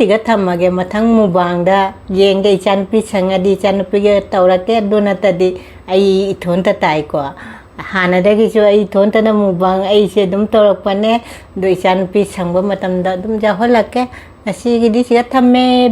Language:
Manipuri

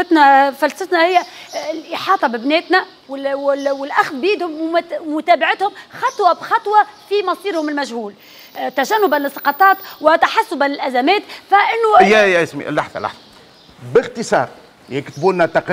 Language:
Tunisian Arabic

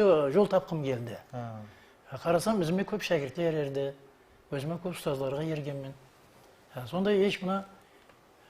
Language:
Kara-Kalpak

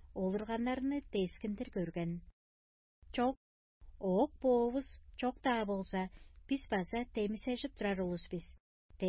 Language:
Tuvinian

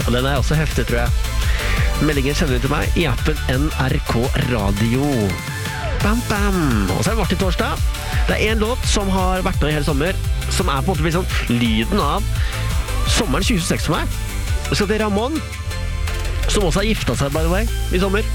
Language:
Norwegian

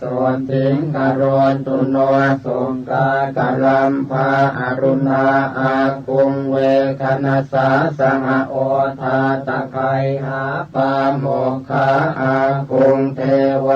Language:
Pali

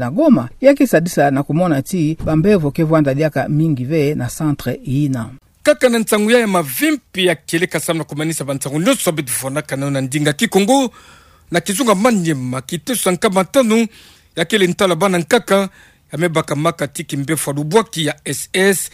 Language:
Kituba (Democratic Republic of Congo)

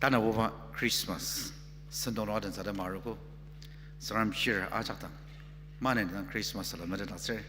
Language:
Ao Naga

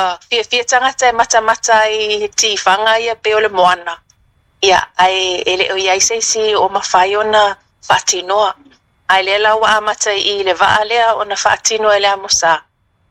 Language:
Samoan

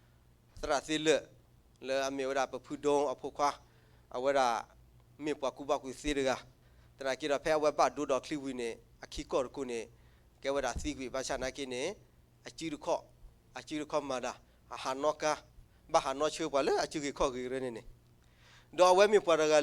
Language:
S'gaw Karen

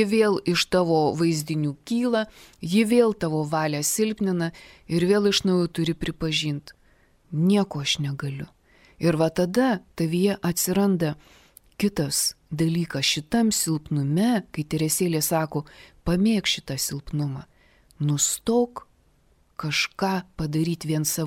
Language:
Lithuanian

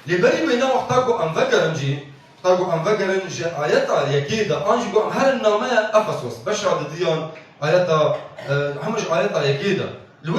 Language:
Kurdish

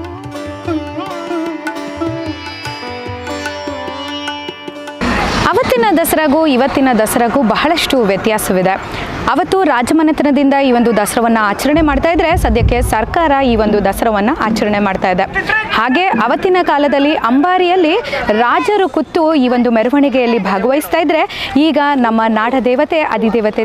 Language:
Kannada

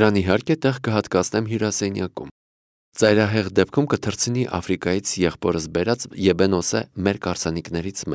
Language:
Armenian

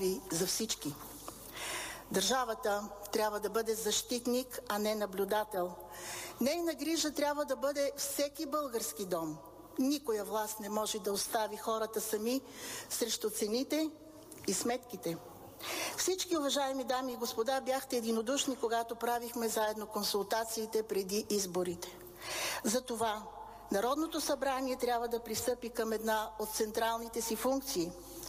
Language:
Bulgarian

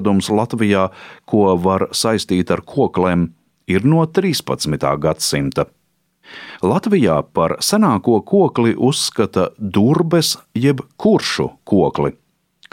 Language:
Latvian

